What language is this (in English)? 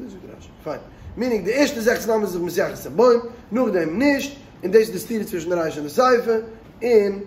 Yiddish